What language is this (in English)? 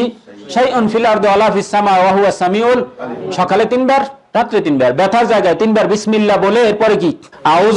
Bangla